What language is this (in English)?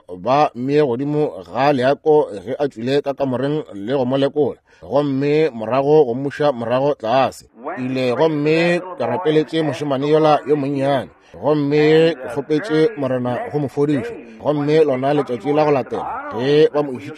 Northern Sotho